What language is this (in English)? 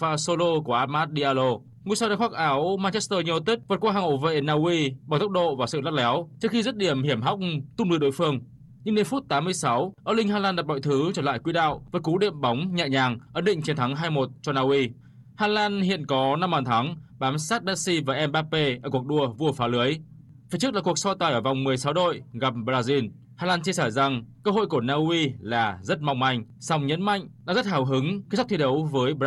Vietnamese